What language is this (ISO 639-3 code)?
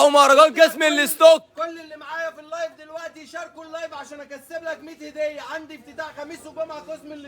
arz